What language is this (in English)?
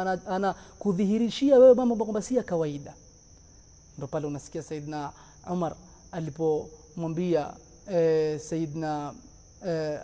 Swahili